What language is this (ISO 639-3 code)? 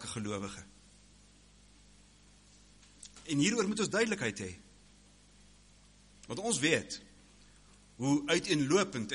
afr